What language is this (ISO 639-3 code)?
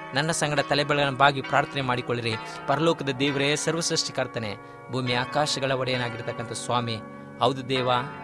kan